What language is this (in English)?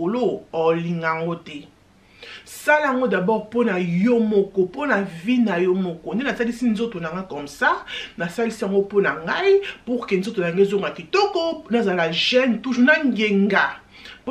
Lingala